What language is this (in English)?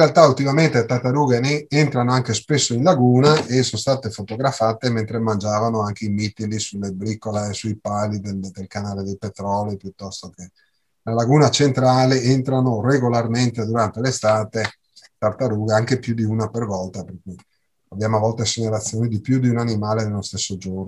Italian